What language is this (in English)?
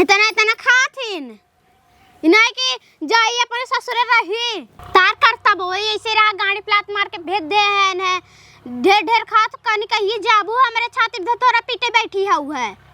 Awadhi